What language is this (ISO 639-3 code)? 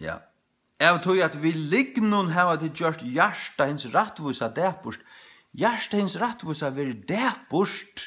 fao